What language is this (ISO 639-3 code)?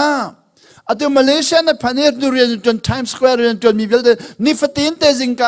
cnh